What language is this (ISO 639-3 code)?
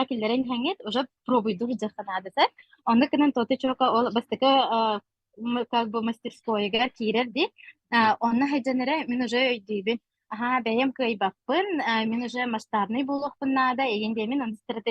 sah